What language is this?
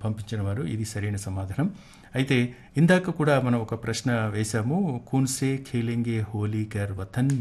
Telugu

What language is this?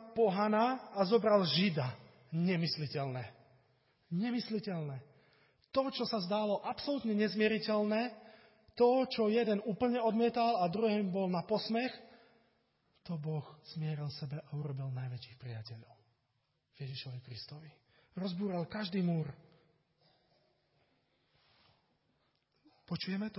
Slovak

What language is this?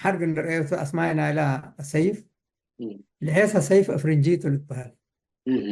Tigre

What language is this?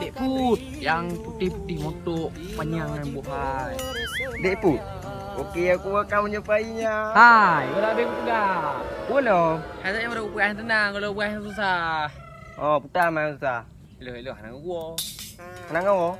Achinese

